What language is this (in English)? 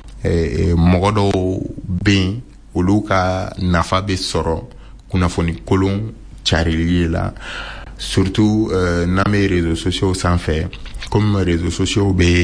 Bambara